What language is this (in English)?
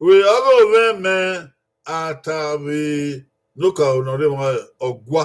Bini